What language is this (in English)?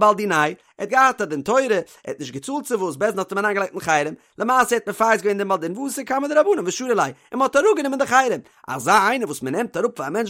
Yiddish